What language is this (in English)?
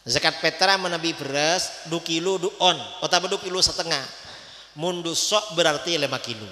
Madurese